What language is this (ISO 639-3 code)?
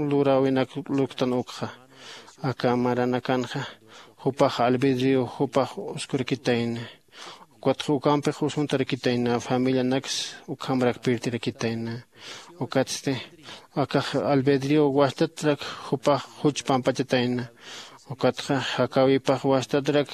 aym